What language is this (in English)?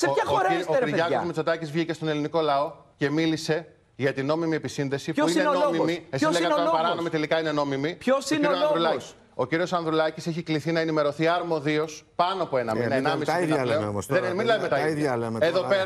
Greek